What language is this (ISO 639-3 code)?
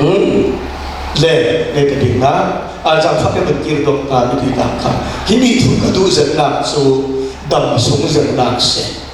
cfm